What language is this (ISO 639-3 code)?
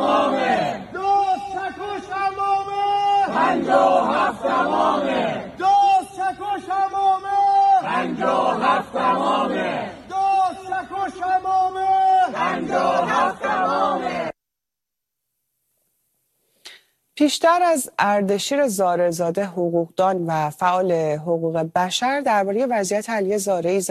fas